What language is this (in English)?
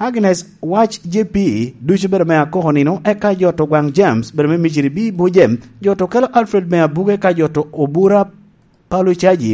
Lango (Uganda)